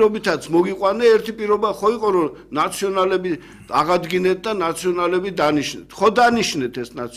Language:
Georgian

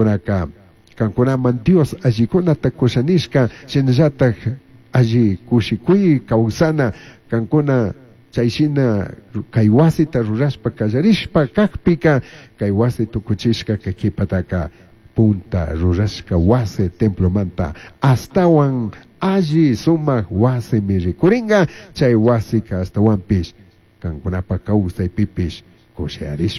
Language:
Chimborazo Highland Quichua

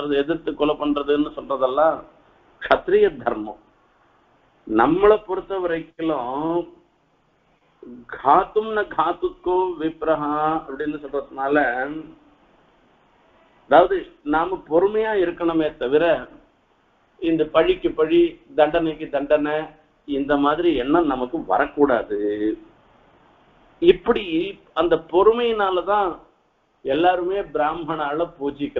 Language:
Tamil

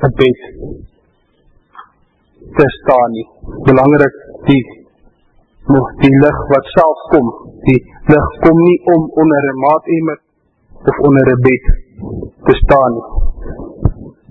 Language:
Afrikaans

